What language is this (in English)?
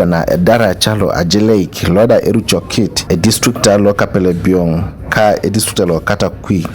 Teso